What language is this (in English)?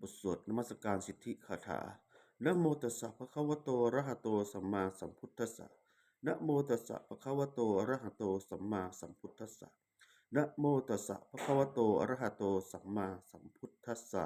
Pali